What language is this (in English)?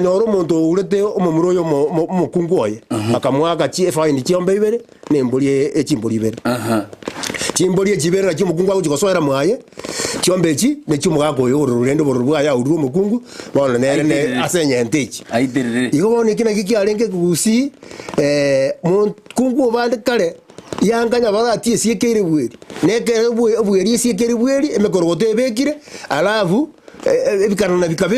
Gusii